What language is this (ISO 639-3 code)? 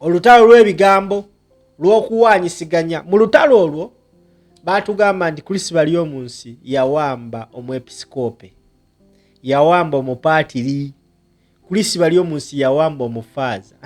lug